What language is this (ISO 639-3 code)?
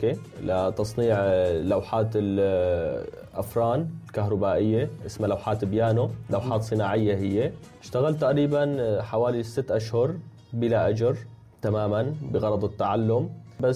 apc